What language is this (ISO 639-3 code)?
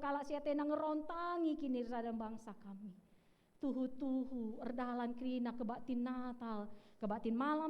btx